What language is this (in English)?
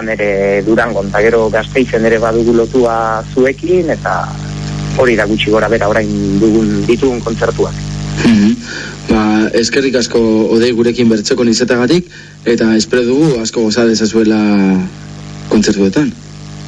Basque